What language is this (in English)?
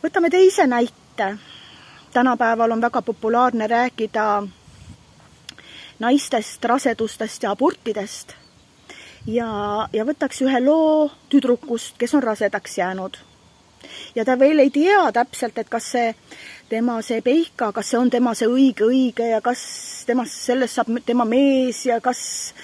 Estonian